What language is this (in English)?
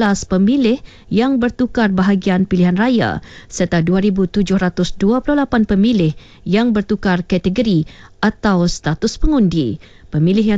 Malay